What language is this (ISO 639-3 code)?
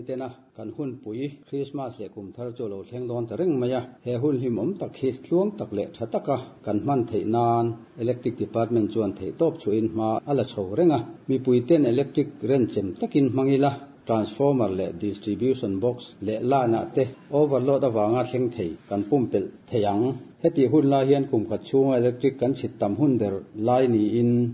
lus